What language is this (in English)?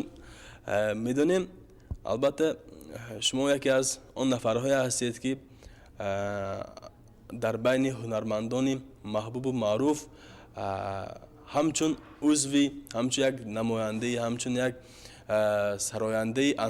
Tajik